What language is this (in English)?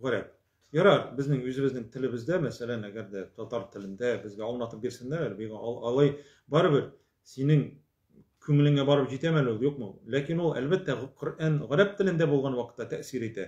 Tatar